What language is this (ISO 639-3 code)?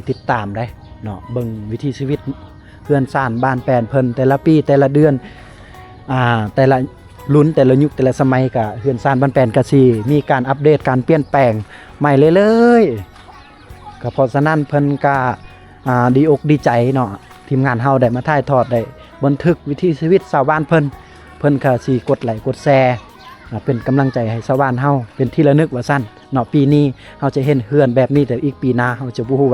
lao